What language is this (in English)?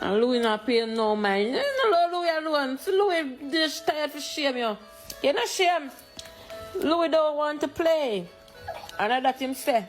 Jamaican Creole English